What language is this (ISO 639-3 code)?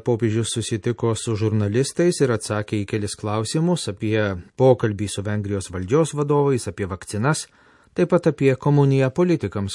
lit